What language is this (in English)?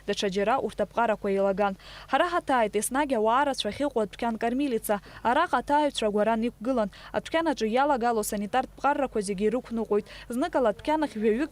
Abkhazian